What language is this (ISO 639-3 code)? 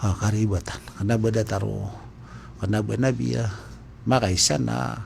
mrw